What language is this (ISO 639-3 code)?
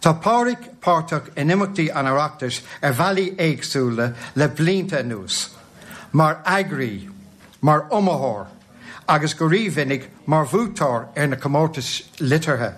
gle